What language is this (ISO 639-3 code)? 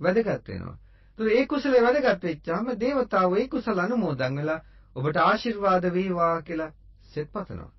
sin